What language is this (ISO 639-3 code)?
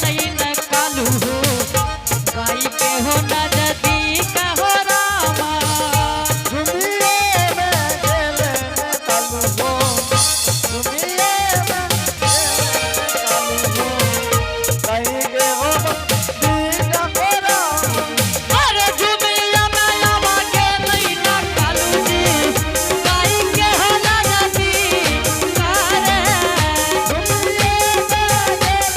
anp